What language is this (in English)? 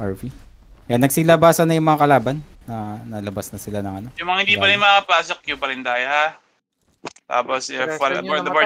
Filipino